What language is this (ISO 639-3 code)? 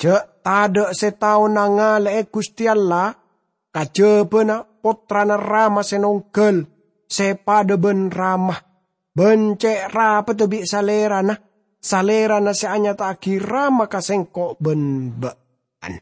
mad